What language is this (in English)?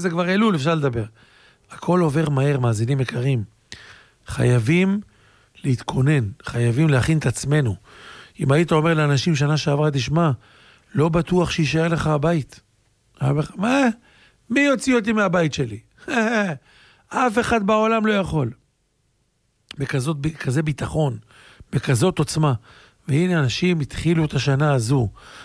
Hebrew